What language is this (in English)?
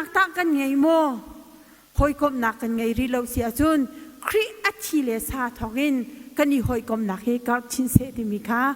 Hakha Chin